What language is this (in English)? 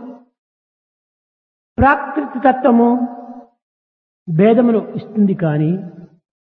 Telugu